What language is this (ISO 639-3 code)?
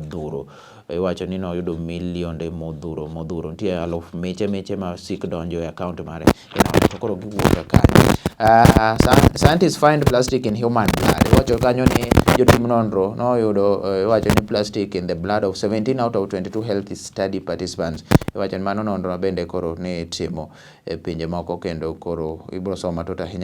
luo